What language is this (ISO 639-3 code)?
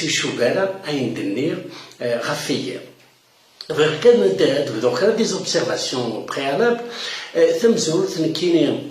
kab